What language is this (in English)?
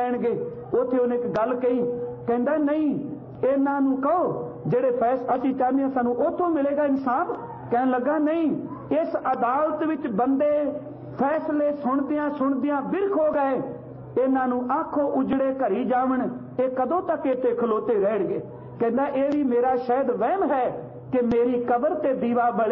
Punjabi